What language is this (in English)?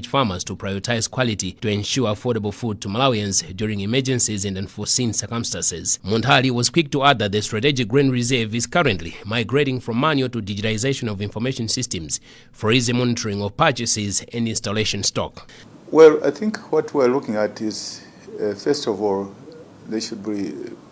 English